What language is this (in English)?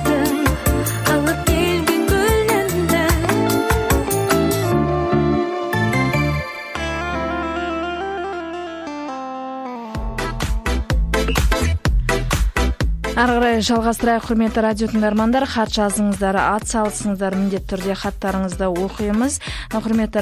Kazakh